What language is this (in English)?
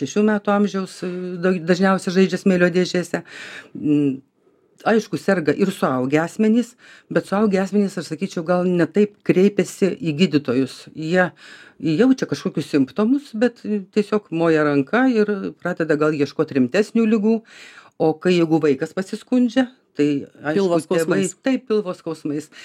Lithuanian